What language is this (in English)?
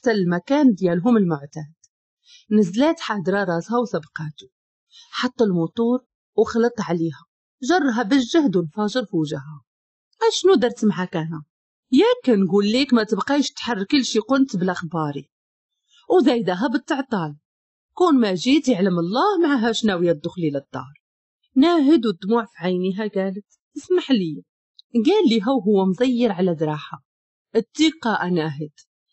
Moroccan Arabic